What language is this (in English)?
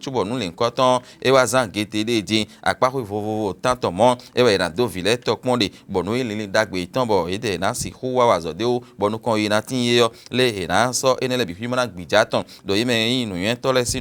Fon